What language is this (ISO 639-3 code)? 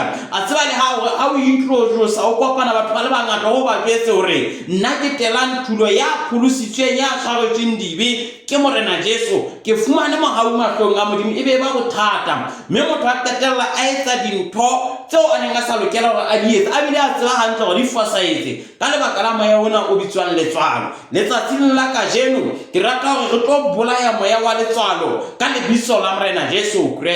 sot